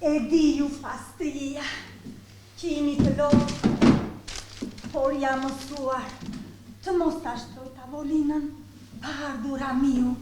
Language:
Albanian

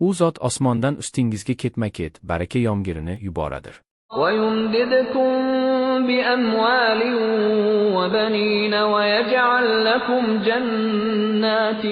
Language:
Uzbek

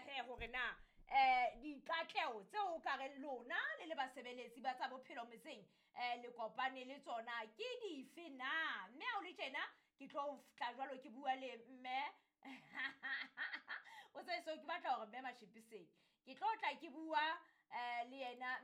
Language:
Southern Sotho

